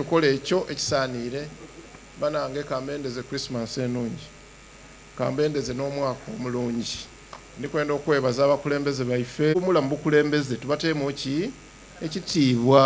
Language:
Soga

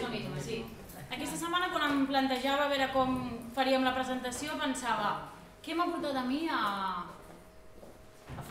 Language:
Catalan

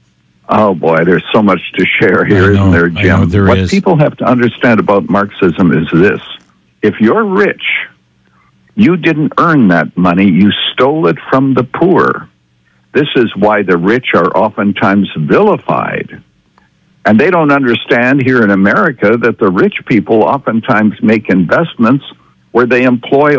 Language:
English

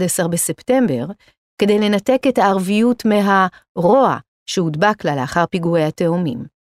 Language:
Hebrew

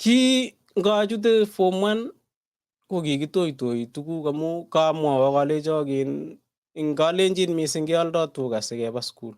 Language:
Kalenjin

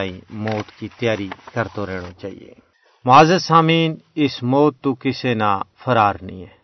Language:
Gujari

